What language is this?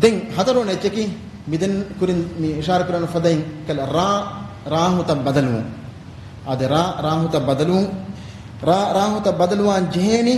Divehi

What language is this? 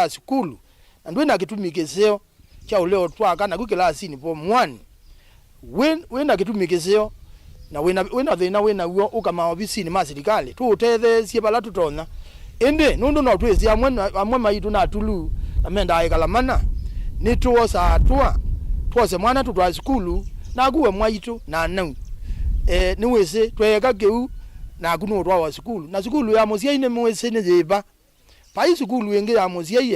Kamba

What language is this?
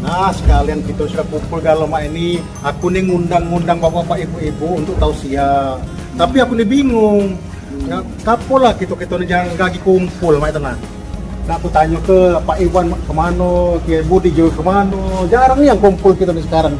Musi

